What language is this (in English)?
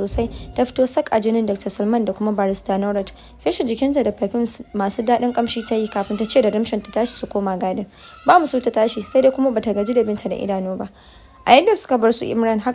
Hausa